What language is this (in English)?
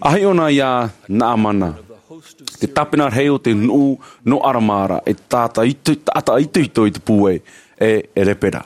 Tahitian